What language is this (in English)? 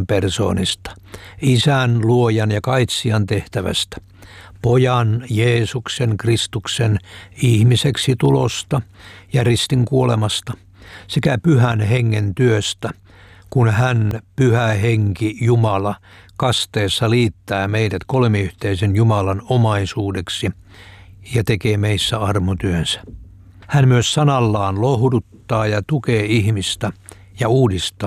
Finnish